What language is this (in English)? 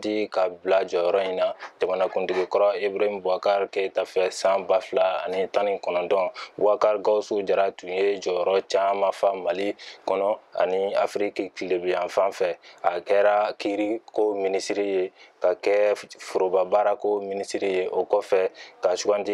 Bambara